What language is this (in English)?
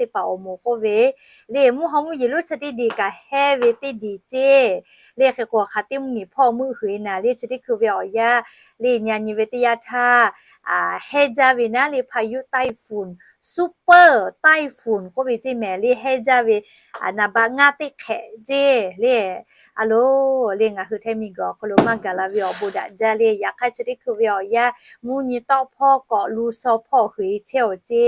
Lahu